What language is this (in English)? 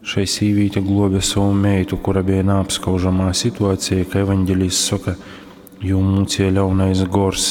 Latgalian